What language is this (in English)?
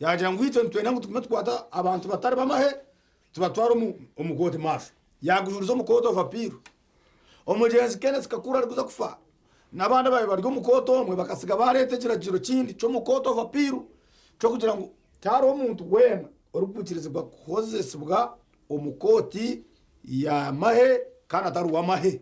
Nyankole